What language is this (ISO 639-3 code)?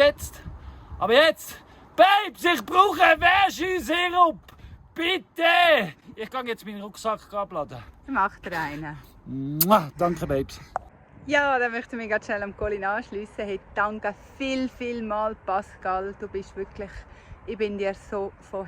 gsw